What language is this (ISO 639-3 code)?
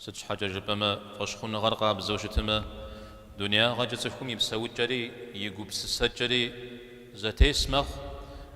kbd